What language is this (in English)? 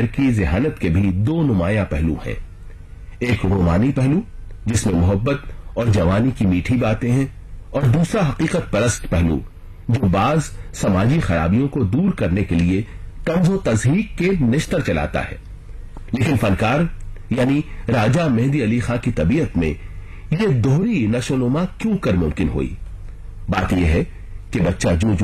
Urdu